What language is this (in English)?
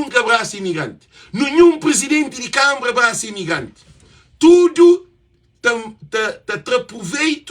Kabuverdianu